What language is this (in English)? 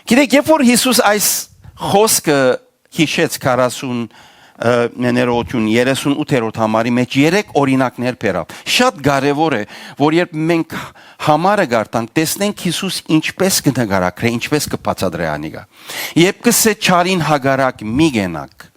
Western Armenian